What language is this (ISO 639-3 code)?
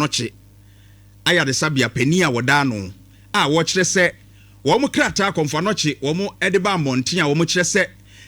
aka